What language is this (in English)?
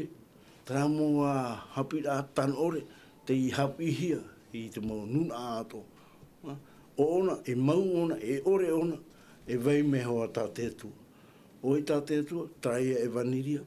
Tahitian